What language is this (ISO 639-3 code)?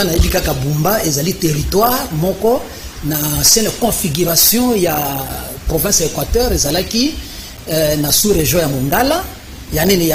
lin